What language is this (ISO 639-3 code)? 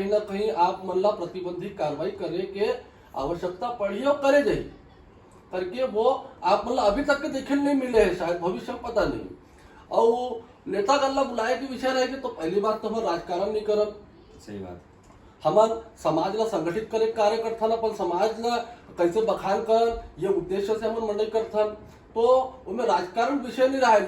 hne